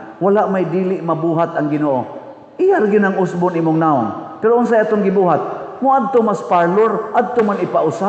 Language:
Cebuano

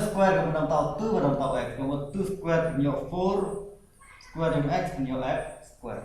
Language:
Khasi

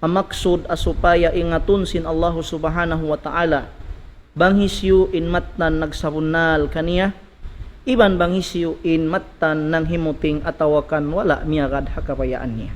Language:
Tausug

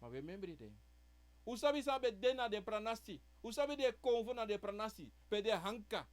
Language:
Sranan Tongo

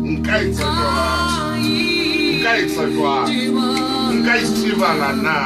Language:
Southern Sotho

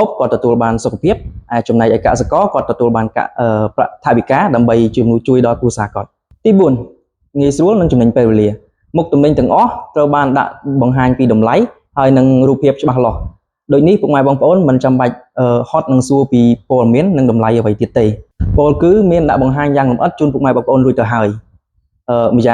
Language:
Khmer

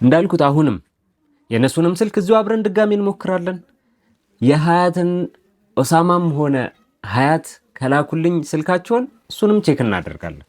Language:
Amharic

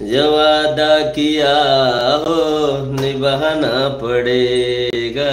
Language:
Rohingya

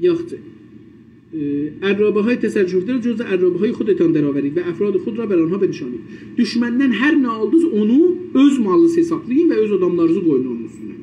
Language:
South Azerbaijani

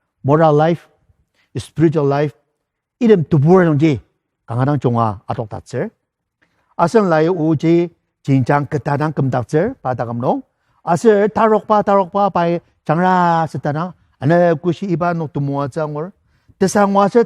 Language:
Ao Naga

